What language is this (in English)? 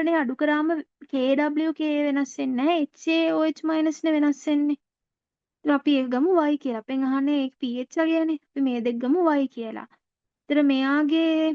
Sinhala